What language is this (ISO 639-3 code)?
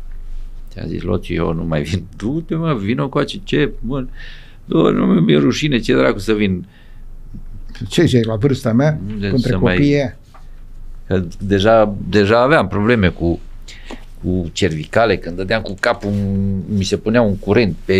ron